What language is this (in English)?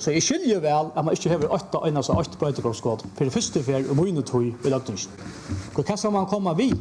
Faroese